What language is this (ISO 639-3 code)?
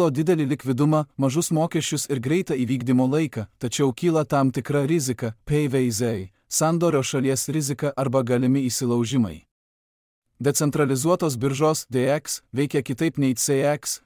lit